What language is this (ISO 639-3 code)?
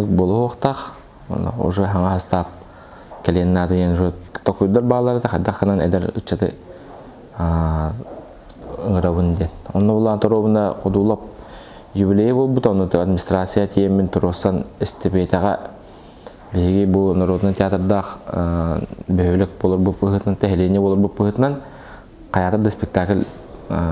sah